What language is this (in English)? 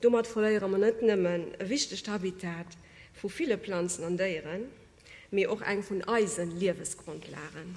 Luxembourgish